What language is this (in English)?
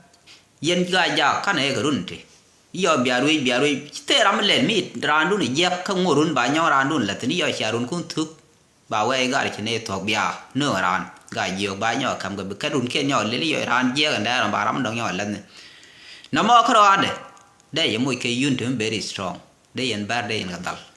Nuer